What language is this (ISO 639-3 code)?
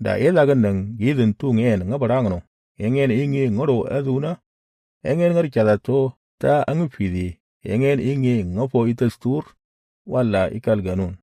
mor